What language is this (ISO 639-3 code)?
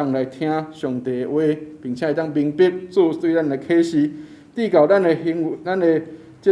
nan